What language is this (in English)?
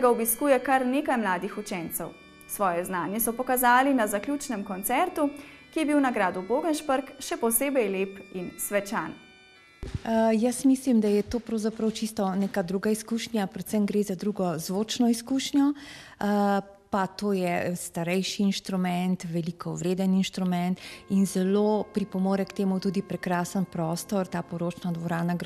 Slovenian